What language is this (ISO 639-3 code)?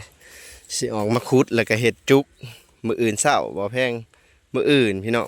lao